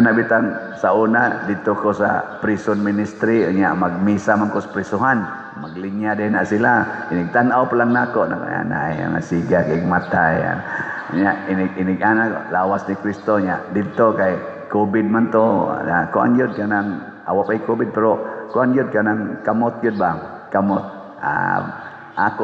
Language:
Cebuano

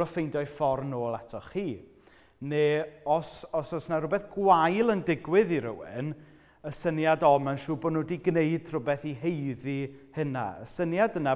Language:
Welsh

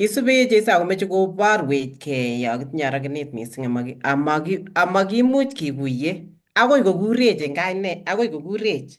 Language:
Kalenjin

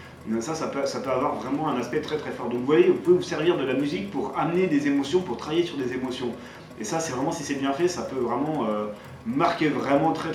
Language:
French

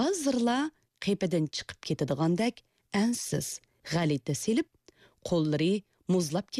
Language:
Uyghur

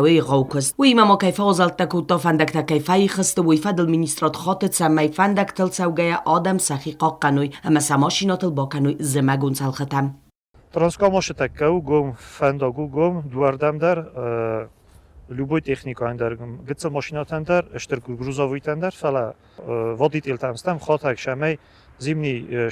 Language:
Ossetic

